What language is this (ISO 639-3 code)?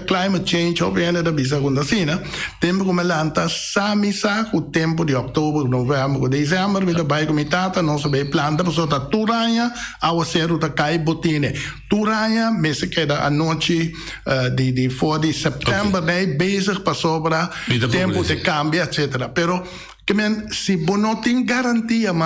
pap